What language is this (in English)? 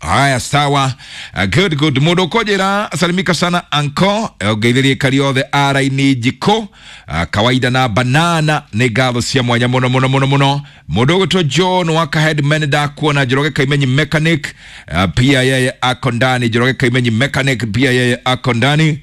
Kikuyu